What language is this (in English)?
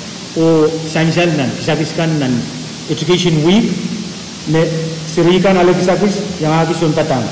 Pohnpeian